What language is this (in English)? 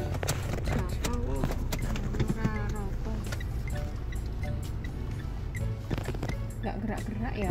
Indonesian